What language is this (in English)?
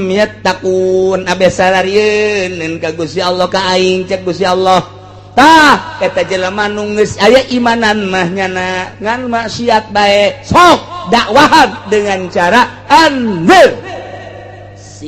Sundanese